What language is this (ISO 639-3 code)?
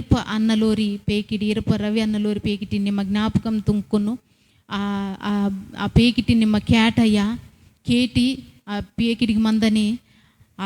kff